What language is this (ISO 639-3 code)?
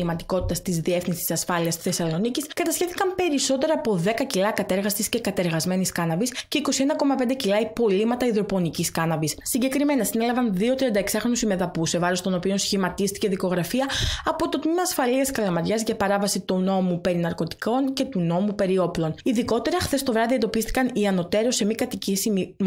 ell